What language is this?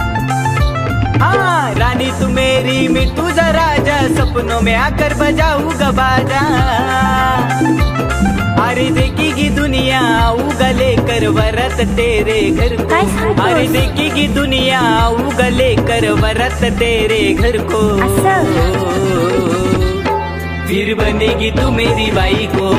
Marathi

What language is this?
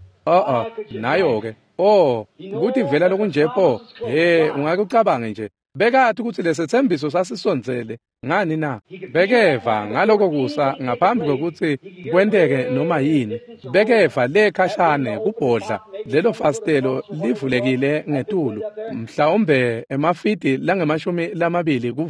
Swati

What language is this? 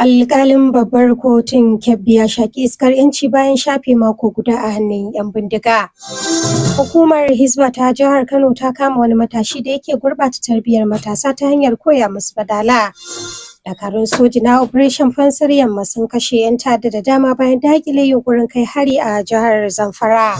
Hausa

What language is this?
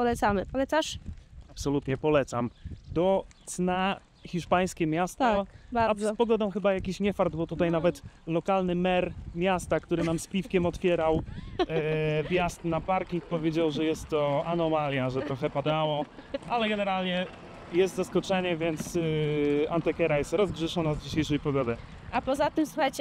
Polish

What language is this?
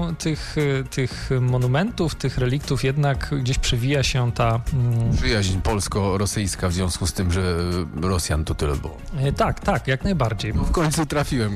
Polish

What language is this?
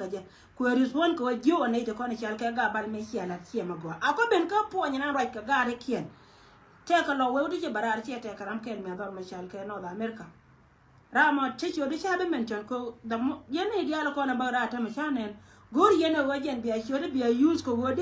Nuer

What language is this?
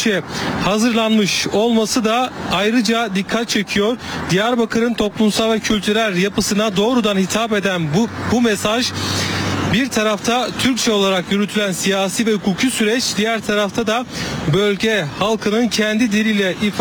Turkish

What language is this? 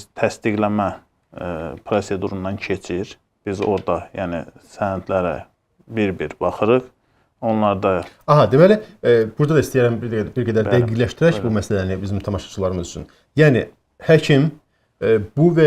Azerbaijani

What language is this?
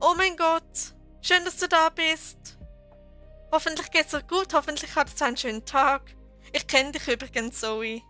Swiss German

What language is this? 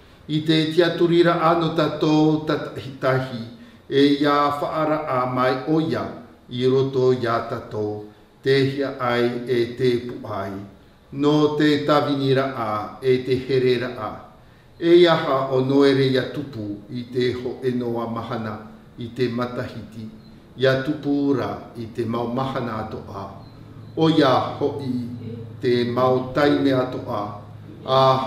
Tahitian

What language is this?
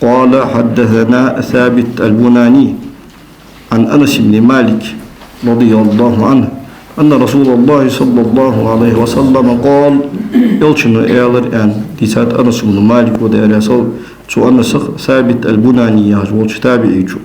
Ingush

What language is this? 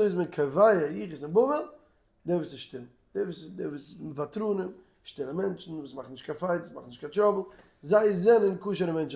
Yiddish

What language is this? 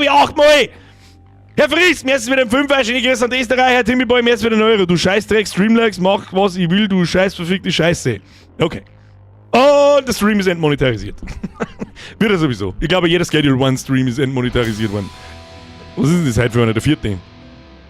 Bavarian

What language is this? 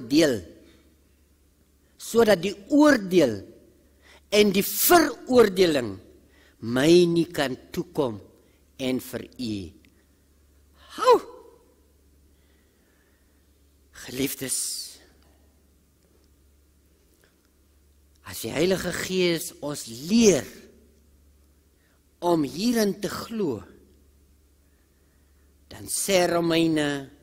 Afrikaans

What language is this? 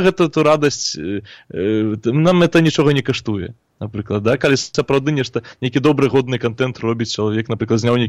Belarusian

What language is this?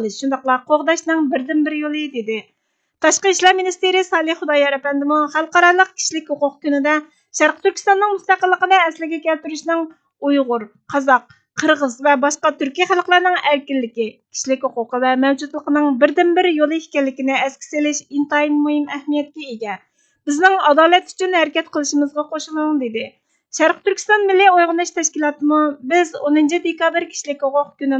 Uyghur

